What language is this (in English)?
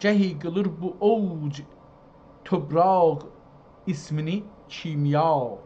South Azerbaijani